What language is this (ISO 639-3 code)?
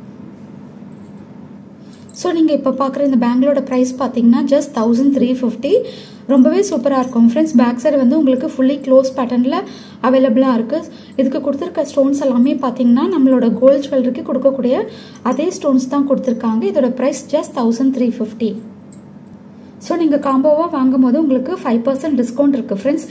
tam